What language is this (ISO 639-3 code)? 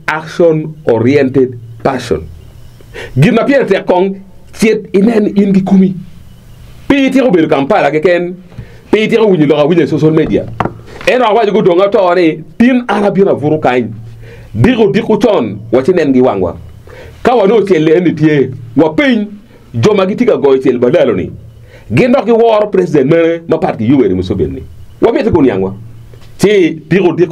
ach